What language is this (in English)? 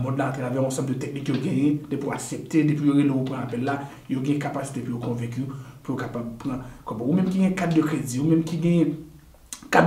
Haitian Creole